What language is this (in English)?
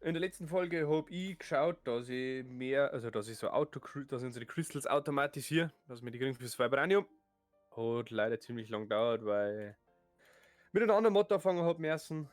Bavarian